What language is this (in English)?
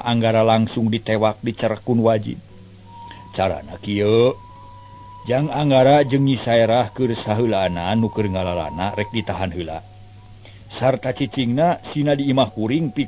Sundanese